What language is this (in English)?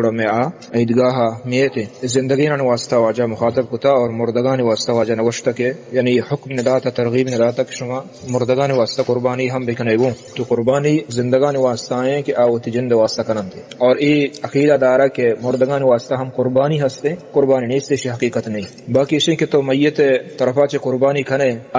Baluchi